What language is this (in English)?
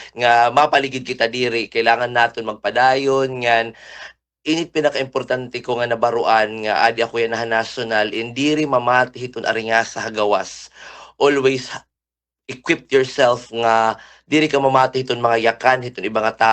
Waray